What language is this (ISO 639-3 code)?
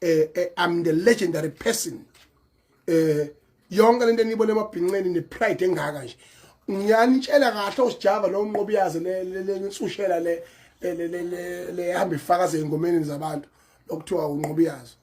zul